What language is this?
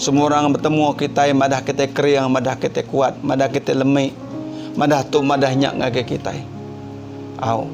Iban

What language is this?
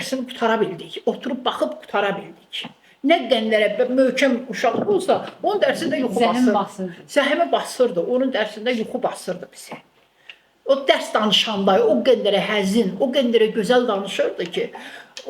Azerbaijani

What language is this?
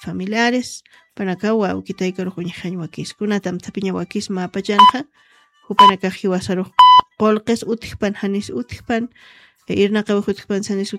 Aymara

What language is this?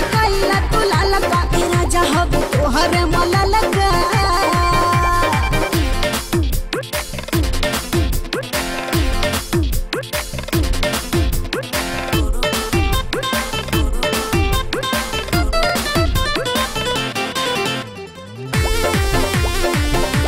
Bhojpuri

